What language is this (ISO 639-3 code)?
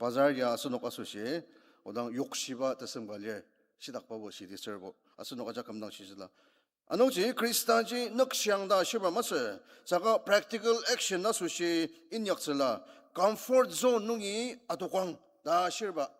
njo